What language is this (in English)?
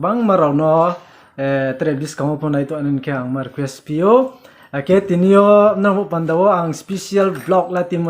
Riang (India)